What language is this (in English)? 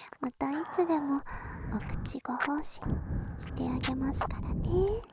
Japanese